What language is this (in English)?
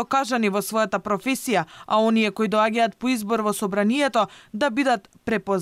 Macedonian